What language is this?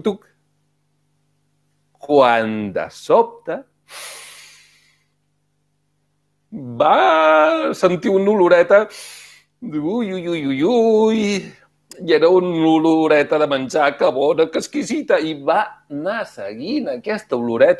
Catalan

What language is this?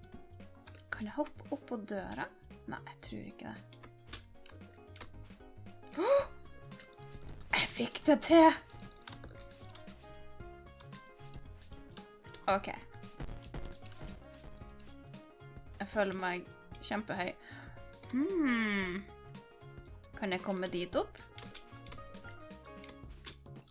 Norwegian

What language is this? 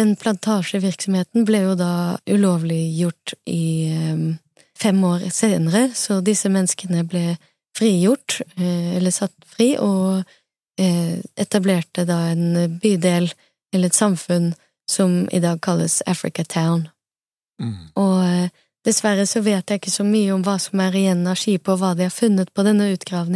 Norwegian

